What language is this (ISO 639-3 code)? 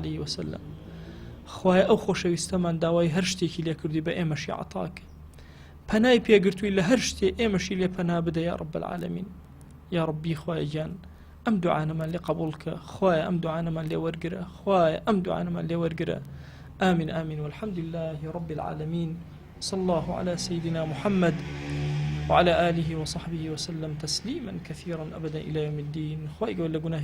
ckb